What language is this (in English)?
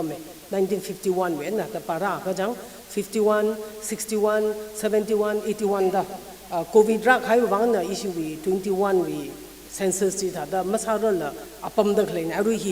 Tangkhul Naga (India)